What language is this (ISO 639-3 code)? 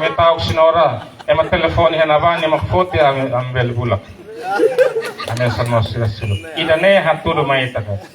tet